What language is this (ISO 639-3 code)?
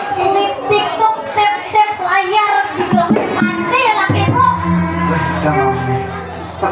bjn